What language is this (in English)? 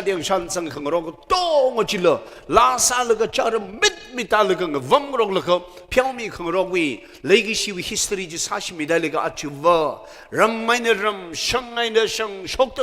Tangkhul Naga (India)